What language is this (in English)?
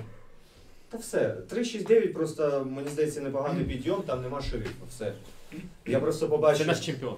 Ukrainian